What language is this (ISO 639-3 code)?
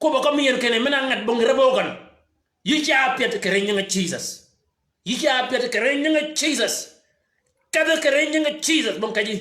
shk